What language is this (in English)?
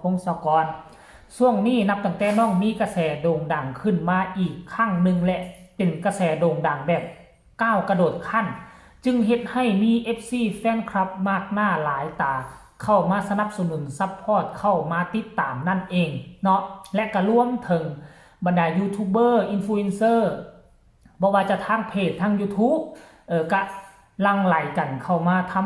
Northeastern Thai